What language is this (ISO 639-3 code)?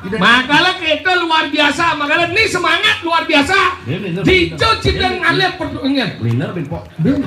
ban